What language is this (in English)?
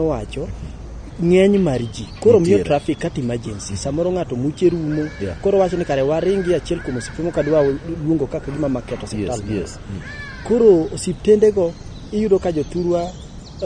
Luo (Kenya and Tanzania)